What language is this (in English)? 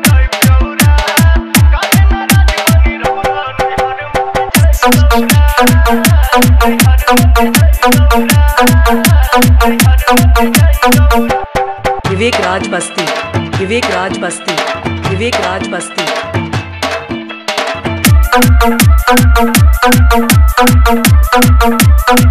Bhojpuri